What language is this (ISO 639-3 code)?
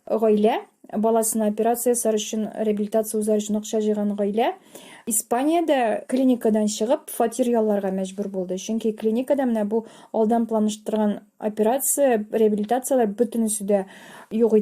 tat